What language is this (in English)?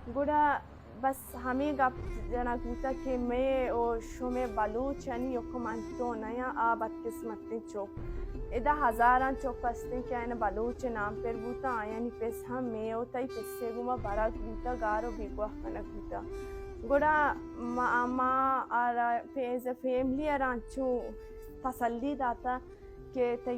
Baluchi